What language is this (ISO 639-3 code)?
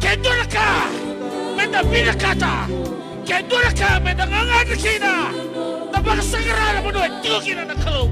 fij